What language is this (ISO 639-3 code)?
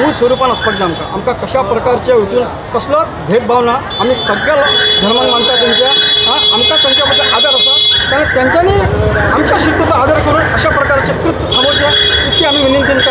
kok